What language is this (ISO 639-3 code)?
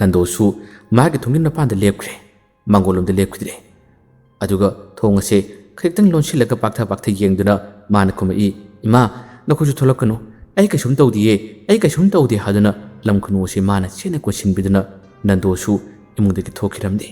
mni